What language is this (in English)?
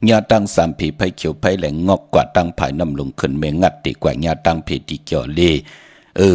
Shan